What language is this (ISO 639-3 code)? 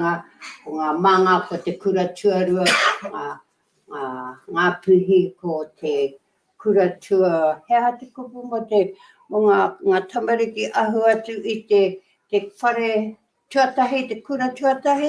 mri